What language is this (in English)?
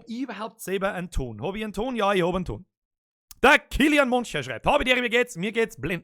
Bavarian